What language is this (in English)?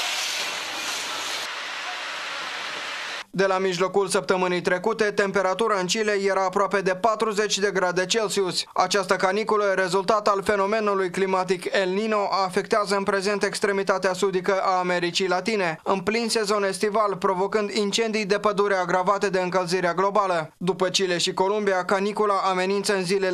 Romanian